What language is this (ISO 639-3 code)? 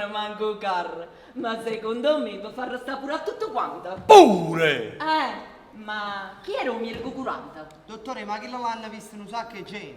nap